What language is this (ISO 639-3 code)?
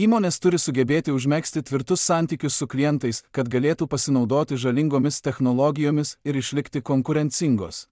lit